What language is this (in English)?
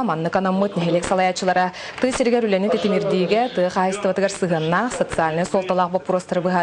Yakut